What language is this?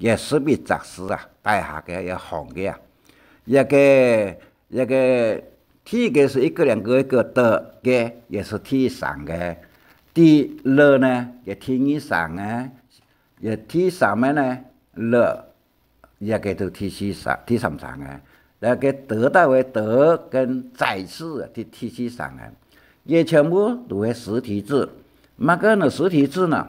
Hakka Chinese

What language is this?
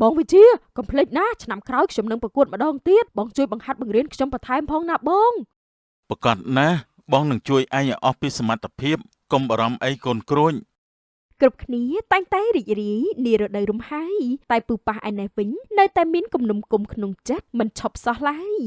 Khmer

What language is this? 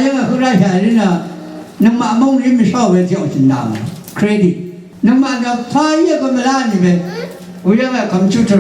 Rawang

